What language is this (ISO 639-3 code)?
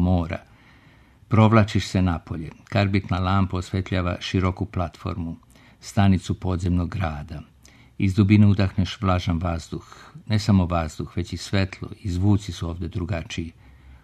srp